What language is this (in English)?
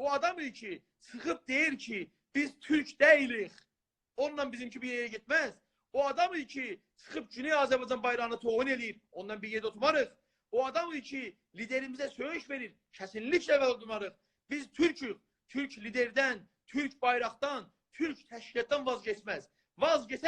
South Azerbaijani